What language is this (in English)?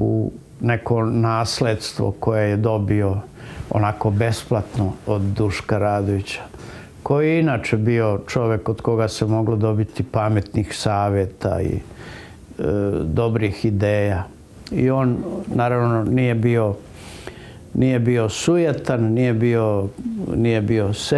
Serbian